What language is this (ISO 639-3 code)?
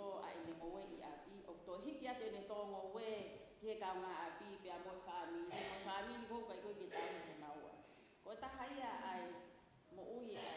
ton